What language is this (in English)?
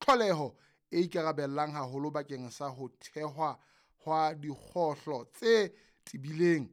Southern Sotho